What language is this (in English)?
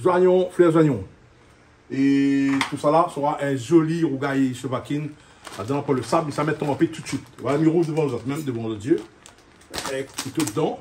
Réunion Creole French